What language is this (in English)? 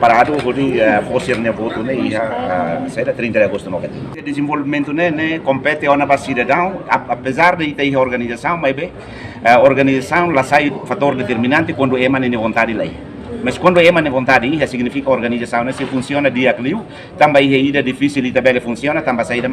Tetum